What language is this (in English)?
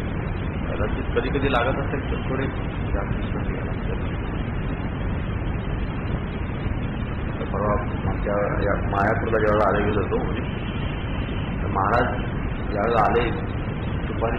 Marathi